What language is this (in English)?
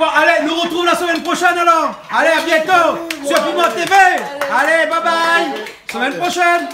Réunion Creole French